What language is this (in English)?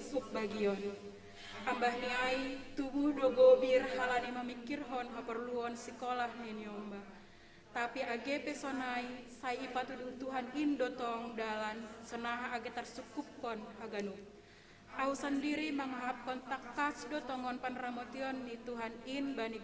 Batak Simalungun